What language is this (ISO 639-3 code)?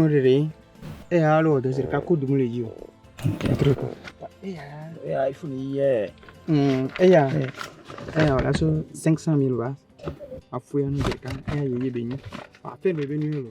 ewe